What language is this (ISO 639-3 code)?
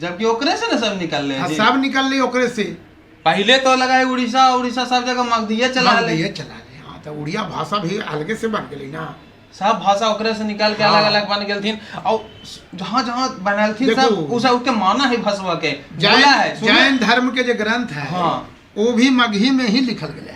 mag